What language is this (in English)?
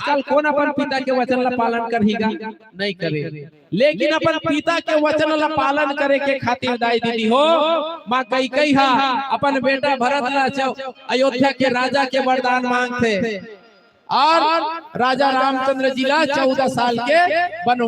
Chhattisgarhi